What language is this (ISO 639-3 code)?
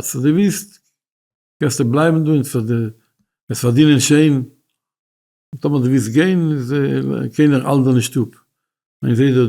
yid